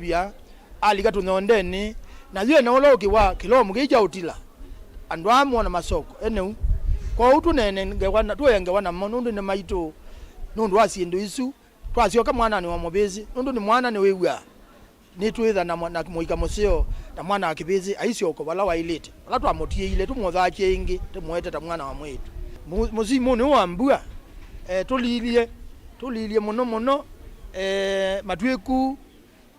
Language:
Kamba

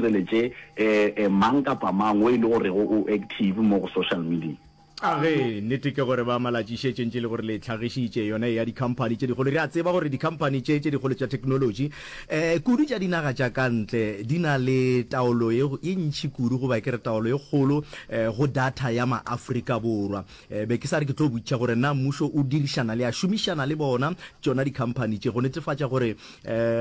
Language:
Northern Sotho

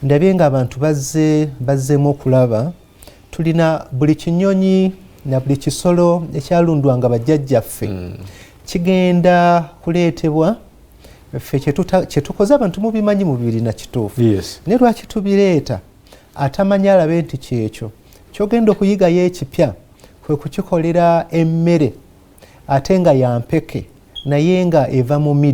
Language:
Ganda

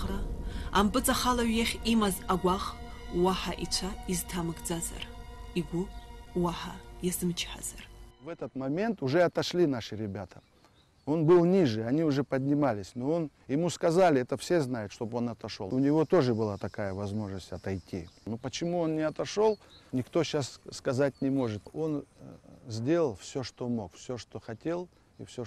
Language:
Abkhazian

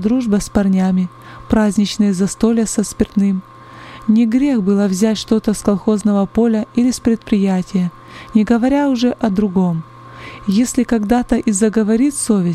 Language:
Russian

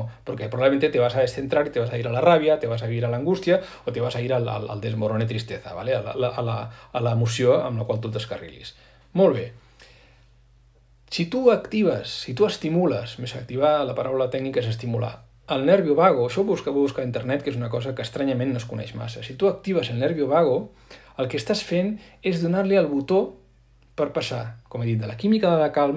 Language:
Catalan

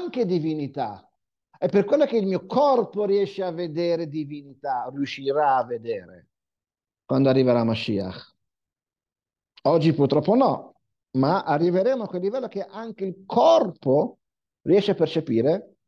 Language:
Italian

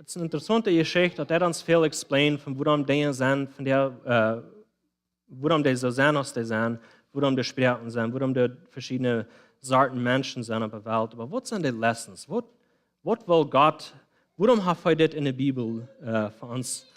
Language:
Plautdietsch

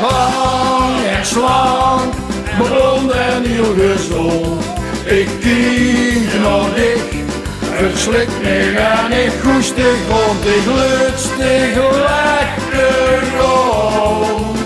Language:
Limburgish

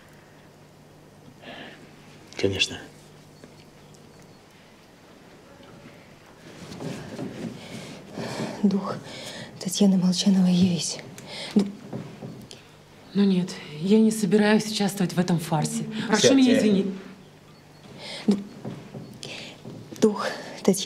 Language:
Russian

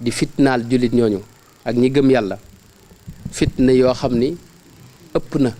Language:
Wolof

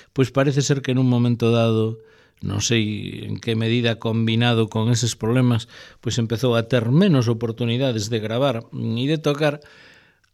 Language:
Galician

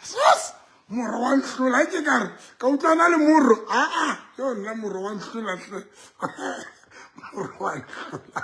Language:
Southern Sotho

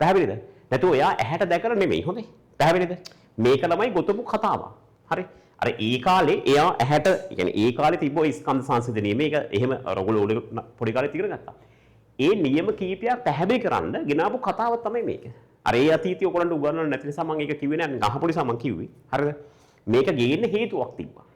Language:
Sinhala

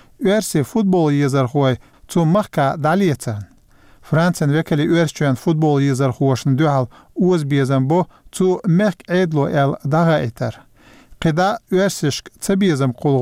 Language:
Chechen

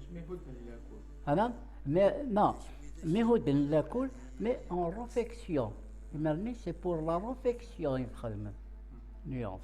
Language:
Kabyle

